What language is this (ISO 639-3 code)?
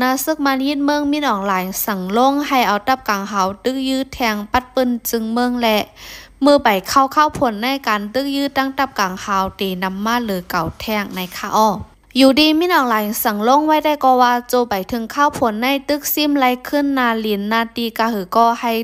shn